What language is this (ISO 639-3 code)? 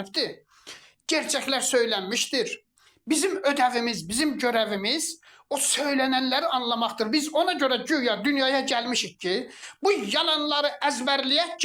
aze